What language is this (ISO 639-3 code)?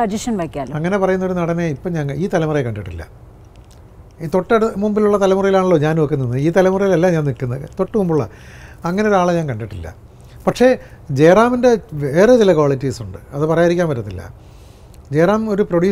mal